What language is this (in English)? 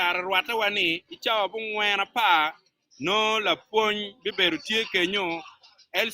Acoli